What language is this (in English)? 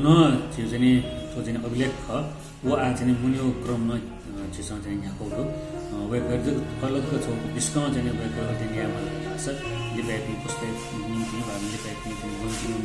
Newari